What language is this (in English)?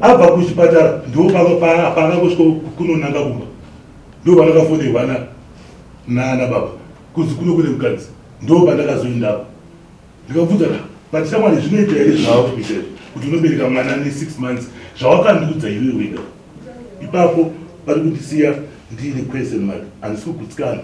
Shona